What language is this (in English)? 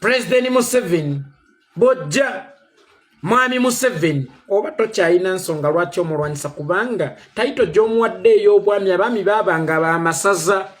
Ganda